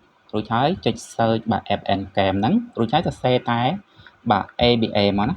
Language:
Khmer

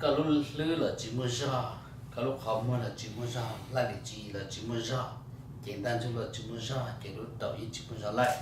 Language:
Hmong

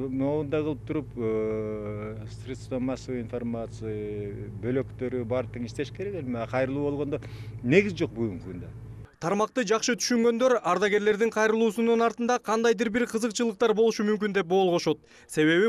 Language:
Kyrgyz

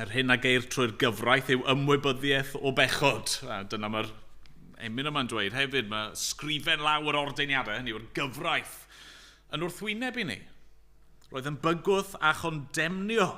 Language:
Welsh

